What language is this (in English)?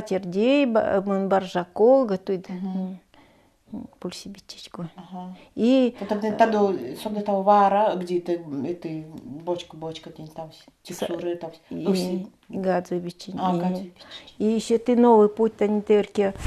Nanai